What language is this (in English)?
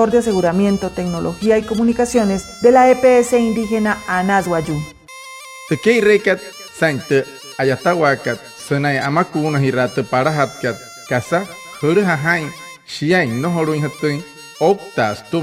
Wayuu